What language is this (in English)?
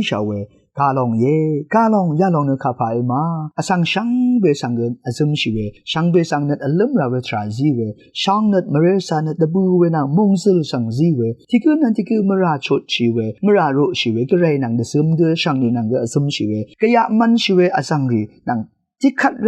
Rawang